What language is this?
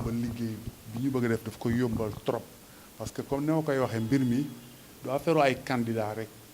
Wolof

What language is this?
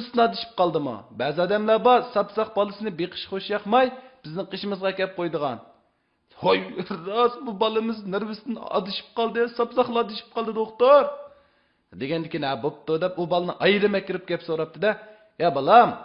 Uyghur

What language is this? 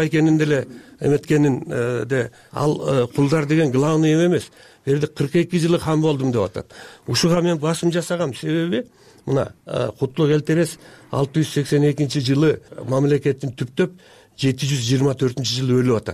Kyrgyz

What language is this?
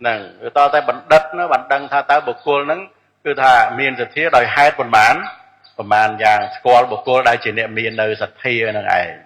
Khmer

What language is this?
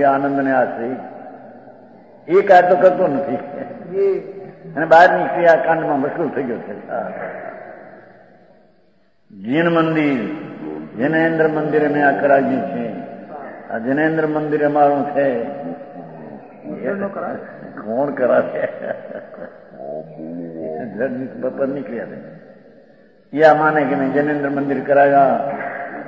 Gujarati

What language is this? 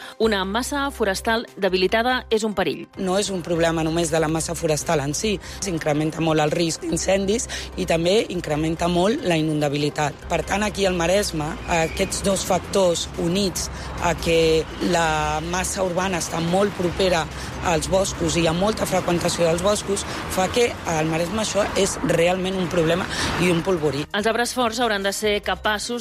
Catalan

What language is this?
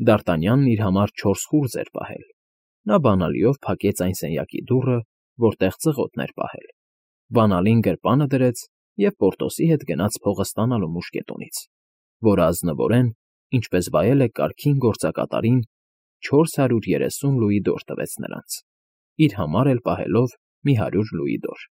Armenian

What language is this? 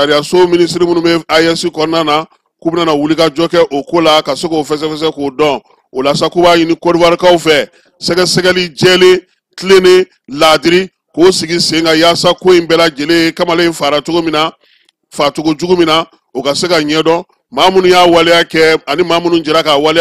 Bambara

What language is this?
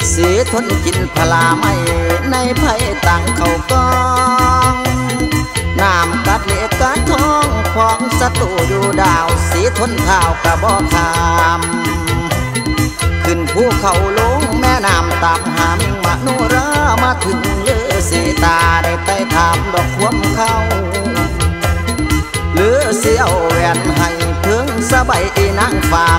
Thai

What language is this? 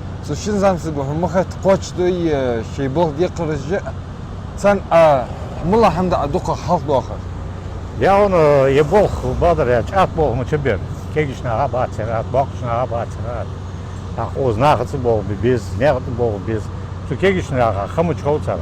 Ingush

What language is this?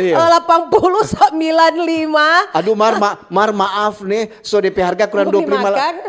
Manado Malay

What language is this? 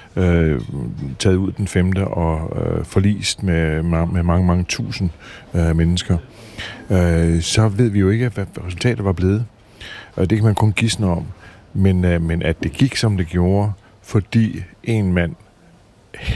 Danish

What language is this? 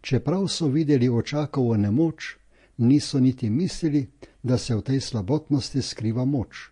Slovenian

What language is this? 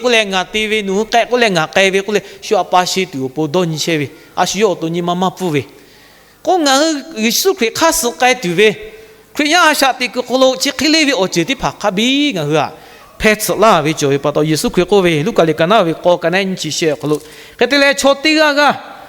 Lahu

